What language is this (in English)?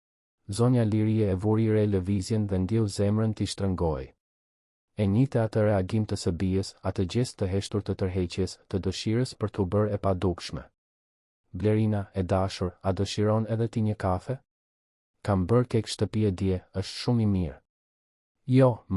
Albanian